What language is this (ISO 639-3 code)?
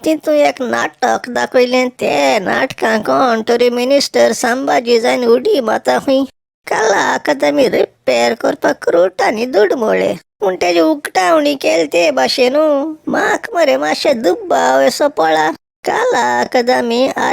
kok